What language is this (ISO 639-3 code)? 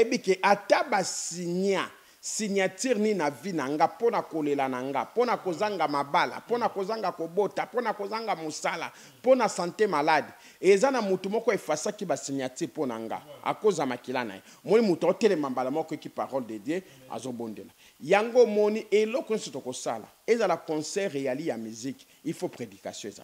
lin